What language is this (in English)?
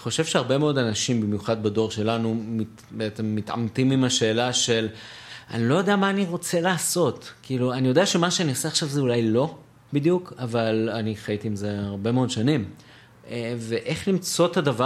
Hebrew